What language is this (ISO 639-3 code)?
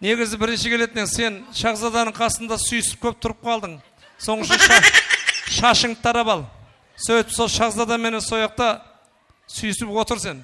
kaa